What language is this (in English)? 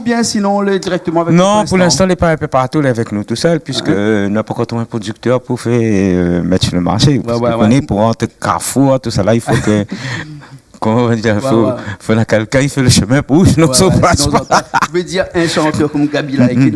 Réunion Creole French